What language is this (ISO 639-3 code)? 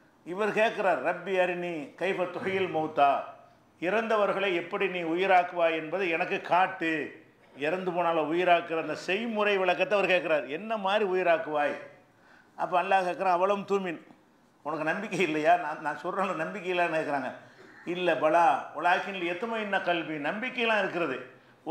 tam